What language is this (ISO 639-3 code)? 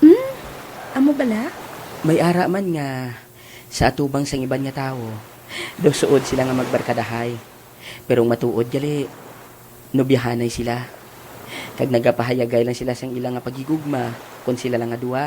hil